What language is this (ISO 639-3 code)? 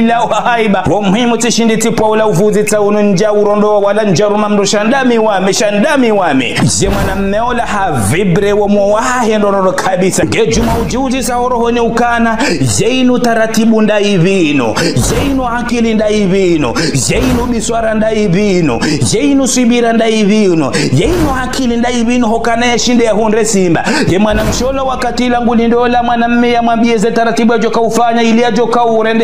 zdj